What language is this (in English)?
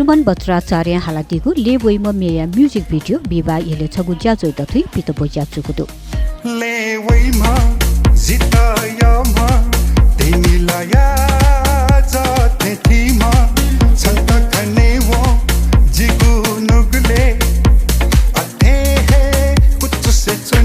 Newari